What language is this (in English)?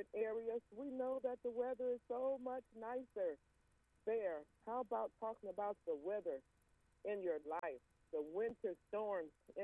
English